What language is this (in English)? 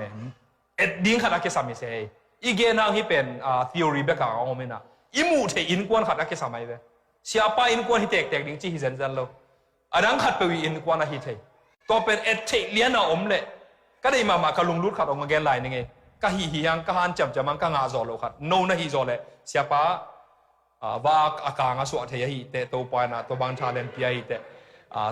Tedim Chin